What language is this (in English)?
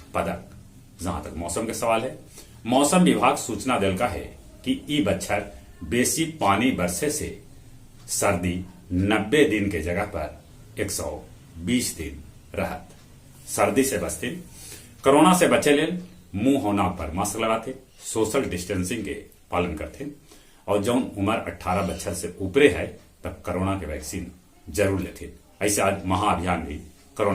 Magahi